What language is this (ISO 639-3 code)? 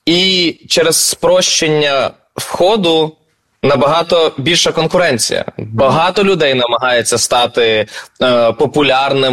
ukr